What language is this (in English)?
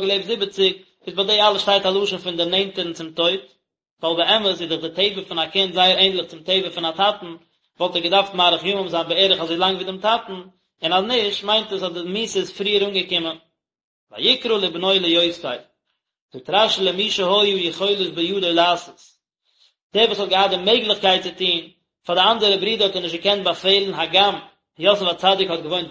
Yiddish